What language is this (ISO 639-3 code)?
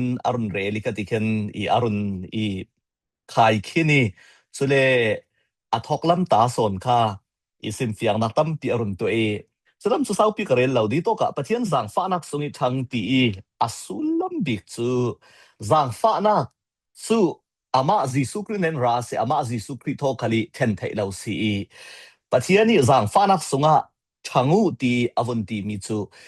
cfm